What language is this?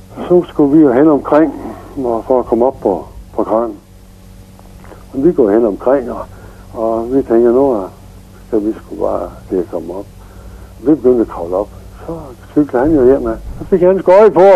Danish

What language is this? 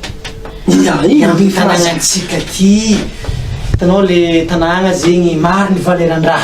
Malagasy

